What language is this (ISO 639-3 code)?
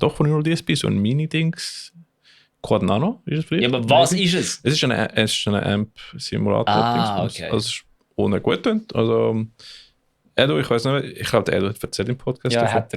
gsw